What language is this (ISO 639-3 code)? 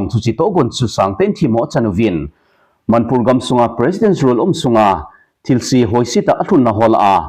tcz